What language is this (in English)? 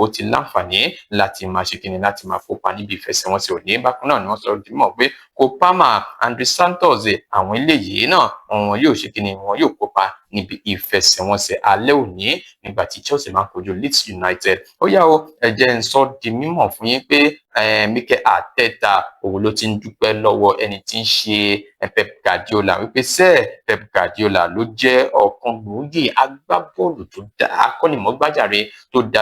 Yoruba